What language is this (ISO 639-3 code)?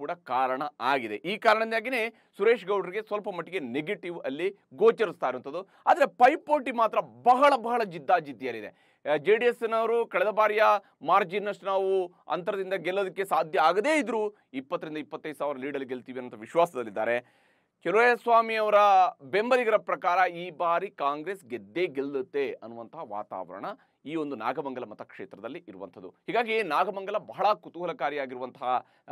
kan